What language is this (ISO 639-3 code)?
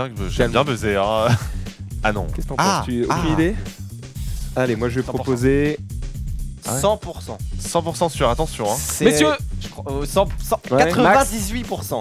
fra